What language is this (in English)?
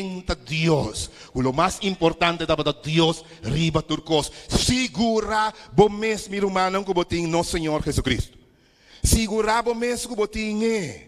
Papiamento